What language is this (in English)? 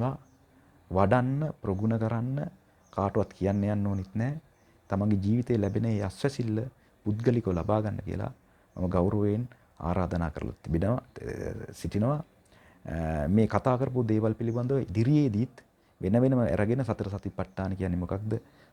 Sinhala